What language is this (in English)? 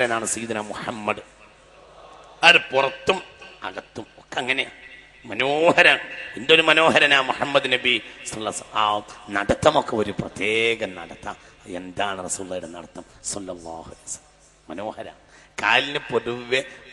Malayalam